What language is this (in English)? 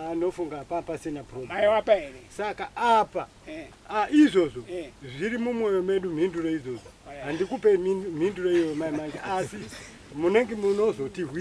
Shona